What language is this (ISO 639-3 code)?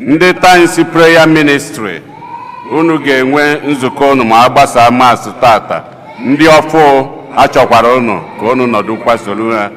ibo